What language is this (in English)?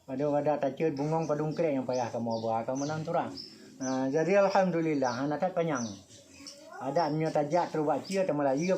Achinese